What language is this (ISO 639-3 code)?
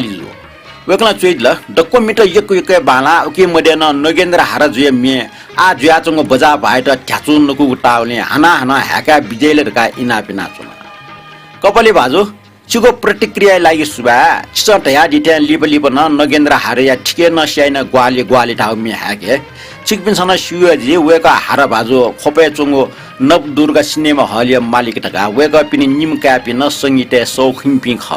new